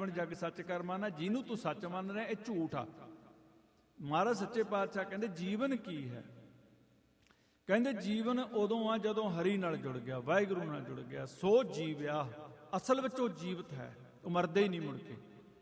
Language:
Punjabi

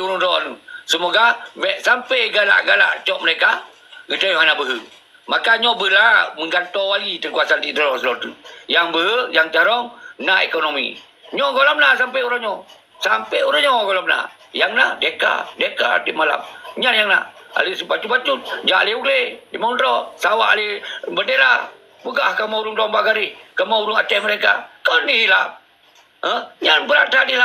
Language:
Achinese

